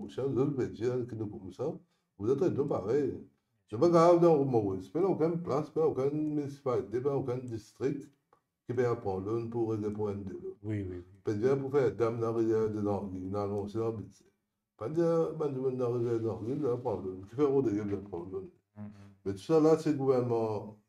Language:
Morisyen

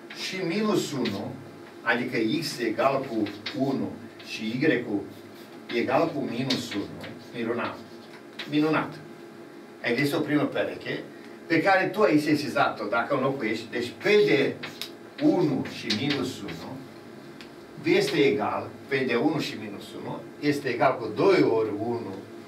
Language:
Romanian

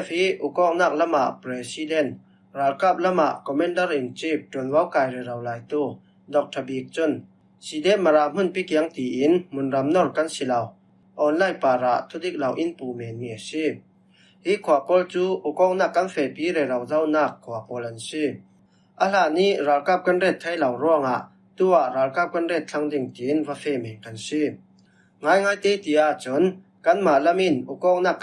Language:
Falam Chin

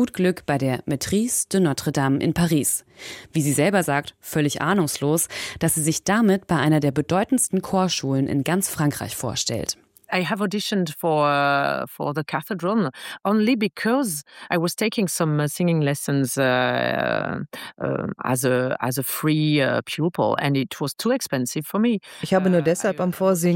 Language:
German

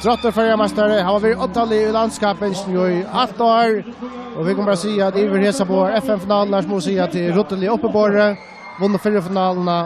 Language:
Faroese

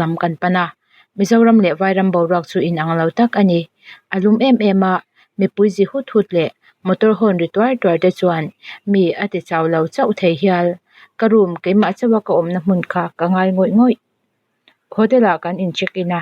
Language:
Mizo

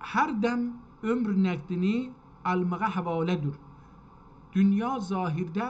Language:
South Azerbaijani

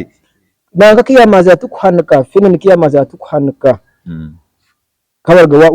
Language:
Nyankole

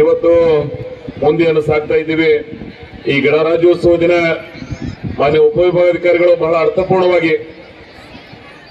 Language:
Kannada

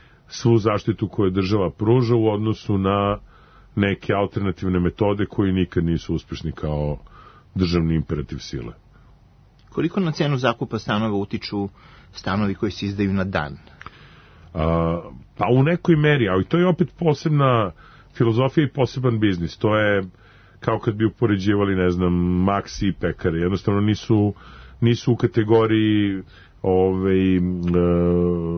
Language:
Serbian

